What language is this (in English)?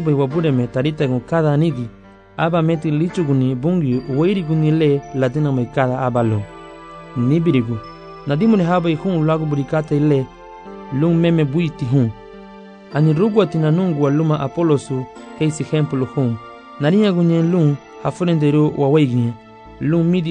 Garifuna